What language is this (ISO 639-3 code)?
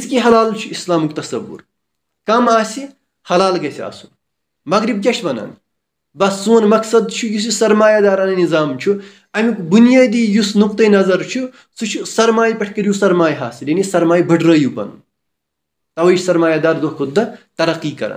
kas